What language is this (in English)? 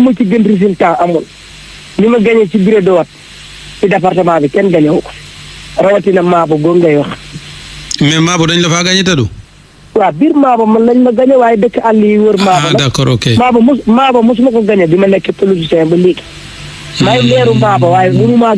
Wolof